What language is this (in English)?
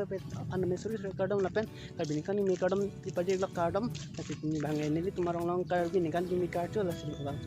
Karbi